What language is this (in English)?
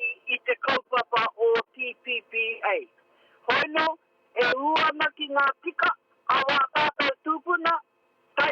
Māori